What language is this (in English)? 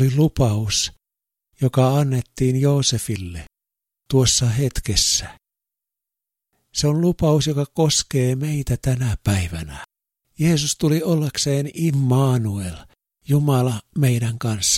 Finnish